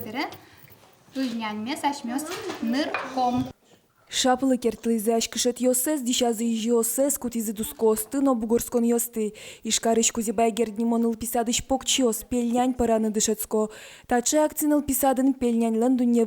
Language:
Udmurt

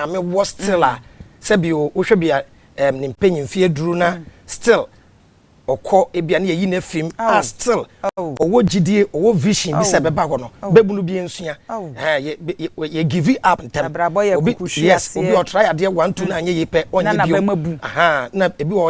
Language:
Akan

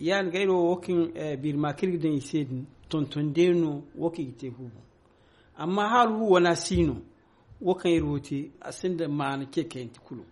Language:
Zarma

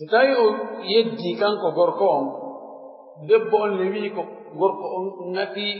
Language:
Pular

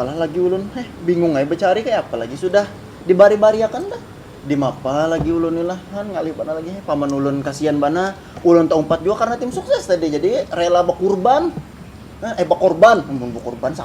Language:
Banjar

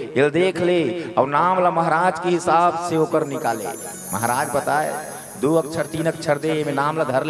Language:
Chhattisgarhi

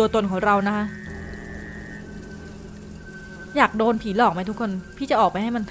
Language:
Thai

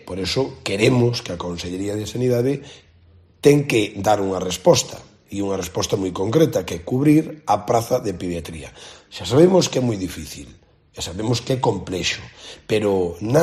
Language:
Galician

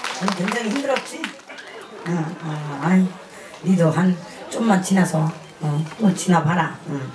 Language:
Korean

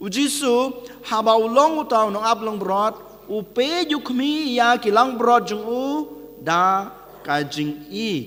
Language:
Khasi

